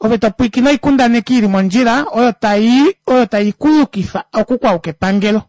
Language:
Kuanyama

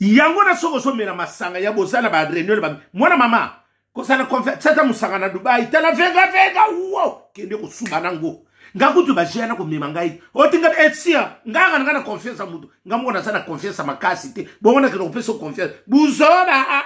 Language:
Lingala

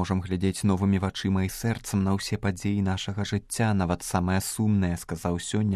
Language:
Belarusian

